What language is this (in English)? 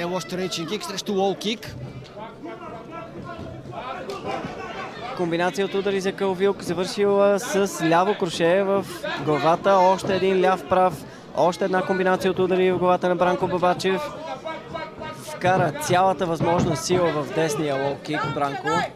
Bulgarian